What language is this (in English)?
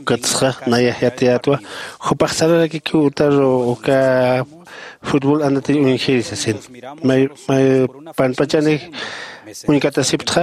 Aymara